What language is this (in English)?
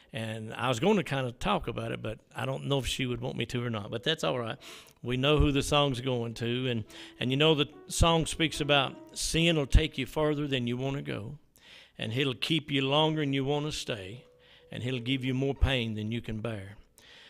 English